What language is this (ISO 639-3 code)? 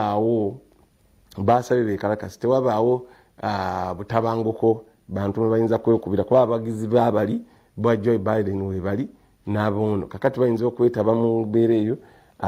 lug